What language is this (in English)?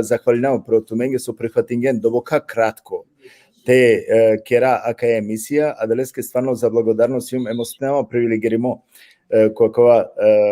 Balkan Romani